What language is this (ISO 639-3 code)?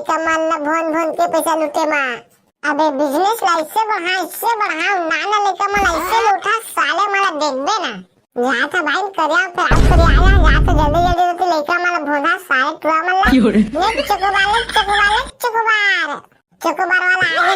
hne